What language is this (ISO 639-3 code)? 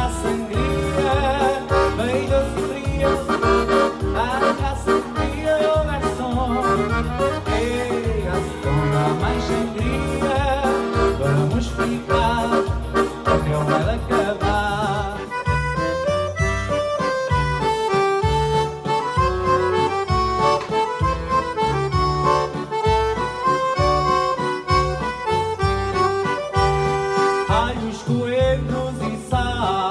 por